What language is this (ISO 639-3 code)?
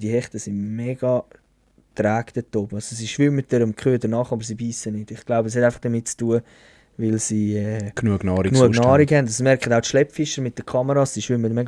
gsw